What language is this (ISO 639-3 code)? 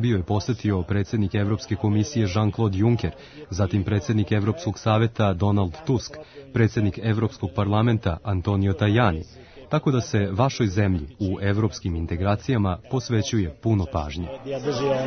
srp